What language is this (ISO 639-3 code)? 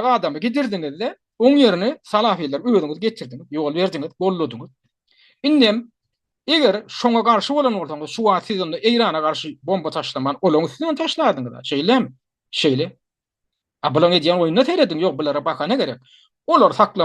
tuk